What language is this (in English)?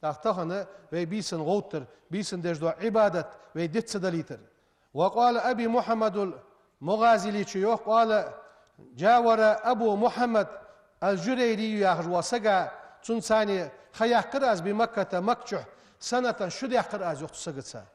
Ingush